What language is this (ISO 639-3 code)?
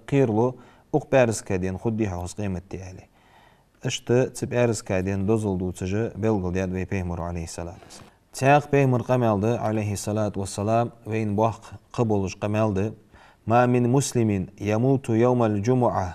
inh